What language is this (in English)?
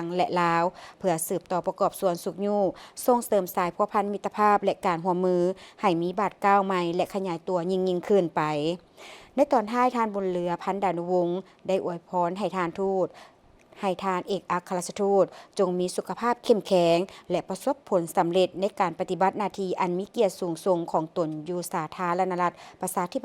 Lao